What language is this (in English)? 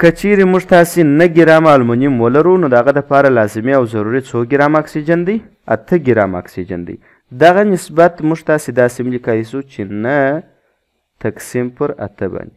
Pashto